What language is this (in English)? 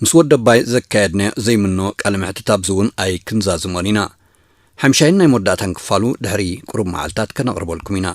Tigrinya